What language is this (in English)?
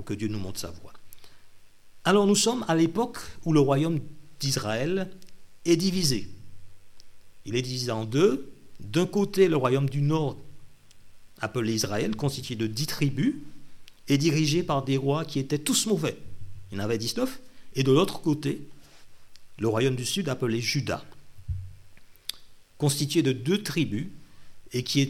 French